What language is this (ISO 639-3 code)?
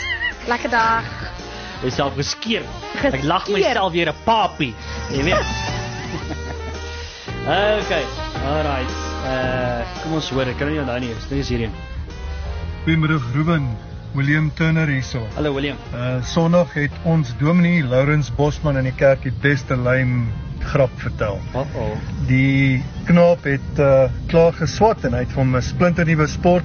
afr